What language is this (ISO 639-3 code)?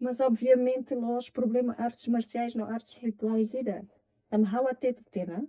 tet